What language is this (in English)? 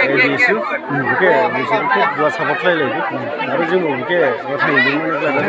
Dimasa